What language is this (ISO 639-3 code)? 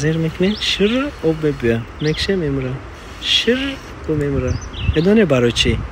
tgk